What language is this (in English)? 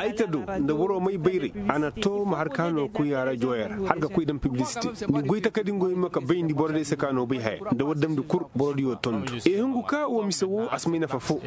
Koyraboro Senni